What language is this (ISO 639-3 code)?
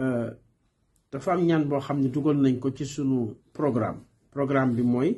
wol